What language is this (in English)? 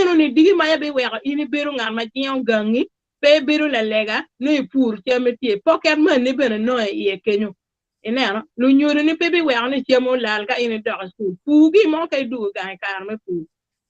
Acoli